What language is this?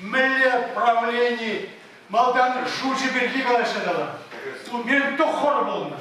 Chuvash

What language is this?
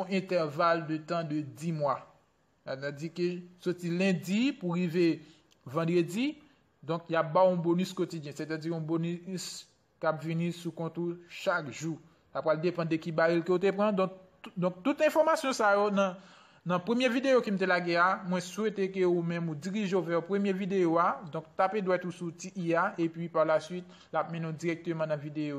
Haitian Creole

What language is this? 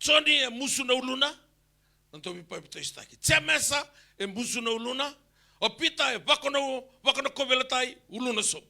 Fijian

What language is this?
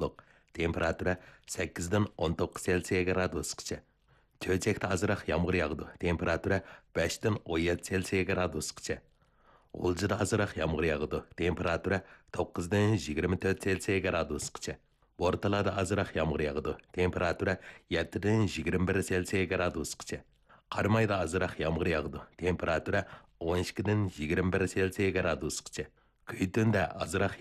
Uyghur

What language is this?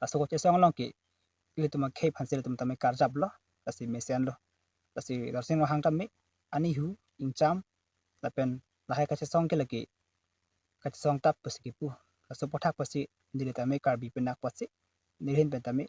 Karbi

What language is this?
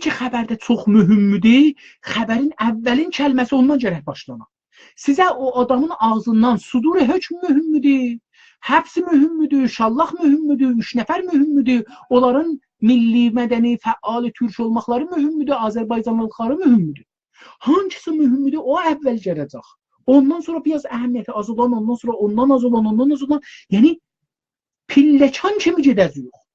South Azerbaijani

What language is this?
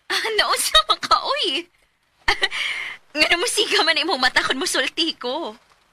Cebuano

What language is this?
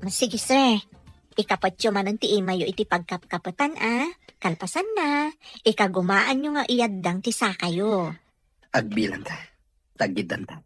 Iloko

